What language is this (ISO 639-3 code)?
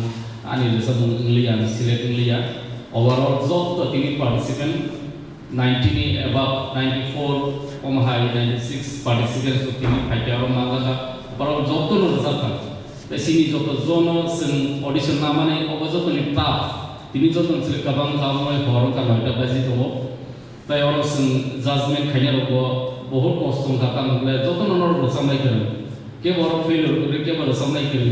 trp